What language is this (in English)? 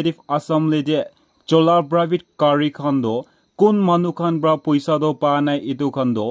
Naga Pidgin